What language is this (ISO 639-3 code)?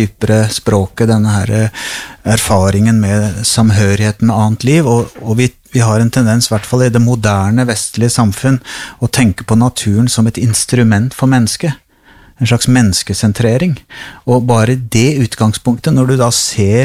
nor